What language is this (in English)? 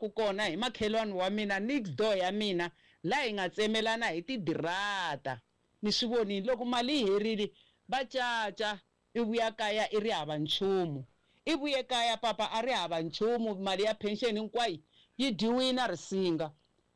Tsonga